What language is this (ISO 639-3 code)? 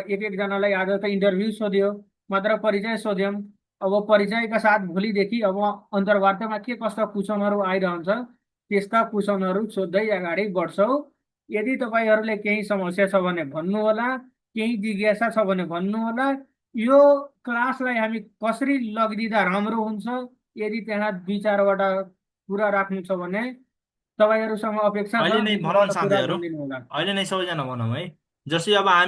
nep